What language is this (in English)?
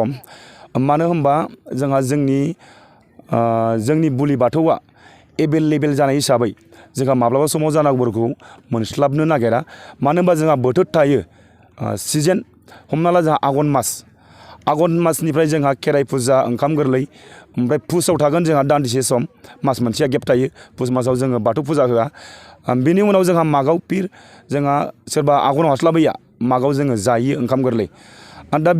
Bodo